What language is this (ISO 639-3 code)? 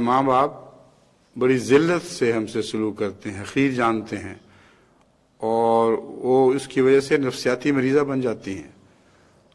urd